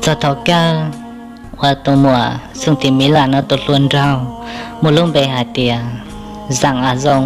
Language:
Hmong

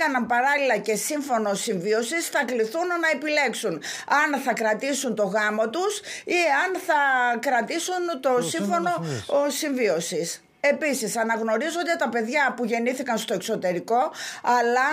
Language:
Greek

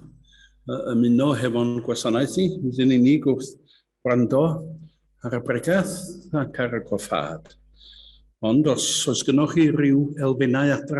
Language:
Welsh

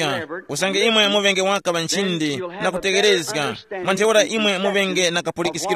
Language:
Tumbuka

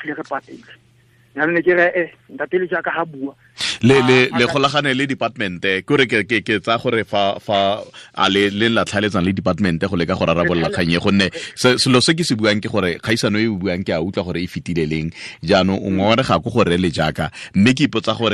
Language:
Tswana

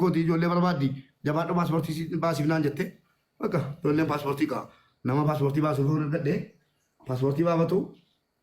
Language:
Oromo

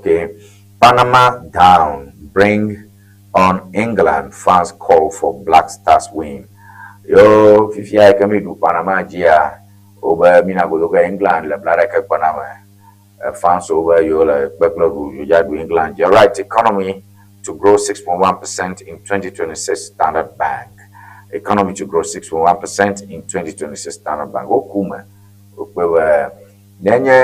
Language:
Ewe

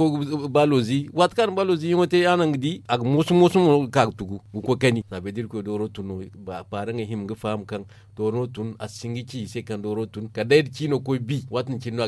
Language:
Zarma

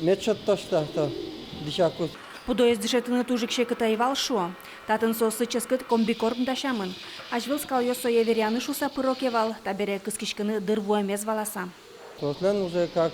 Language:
Udmurt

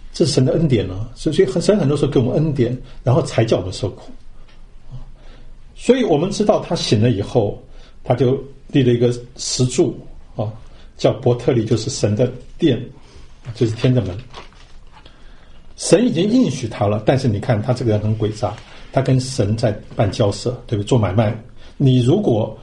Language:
Chinese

